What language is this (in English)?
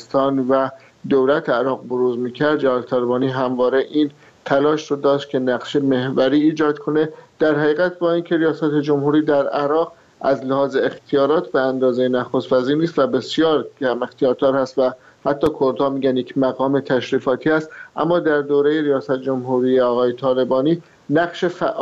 Persian